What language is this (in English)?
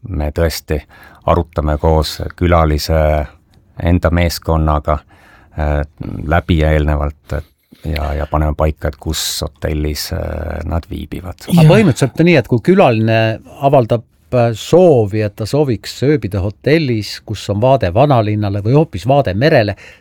Estonian